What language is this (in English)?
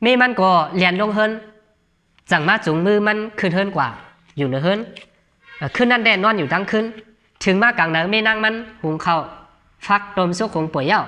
Shan